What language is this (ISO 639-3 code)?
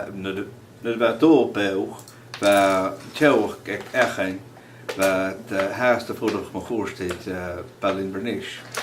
gla